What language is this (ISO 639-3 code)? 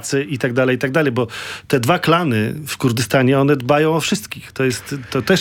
pol